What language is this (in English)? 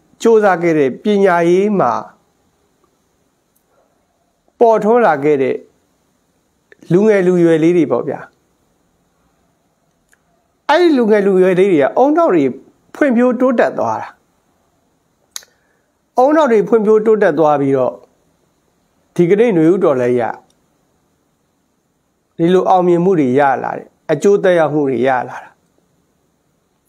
Burmese